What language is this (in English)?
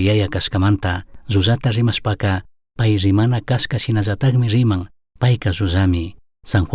Chimborazo Highland Quichua